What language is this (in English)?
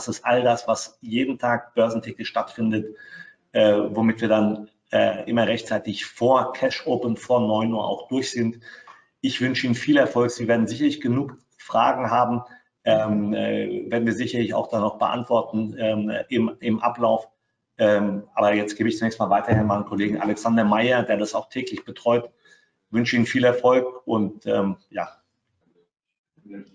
German